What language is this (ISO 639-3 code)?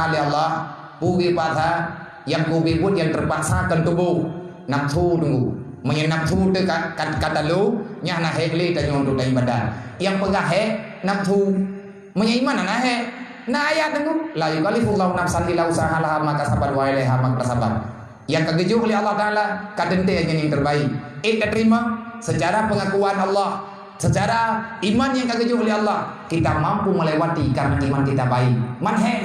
ace